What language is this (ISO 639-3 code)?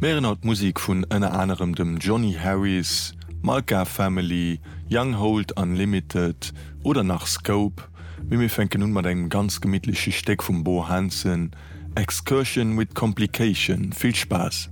ltz